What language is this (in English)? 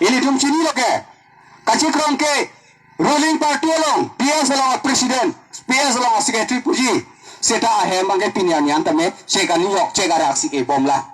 Karbi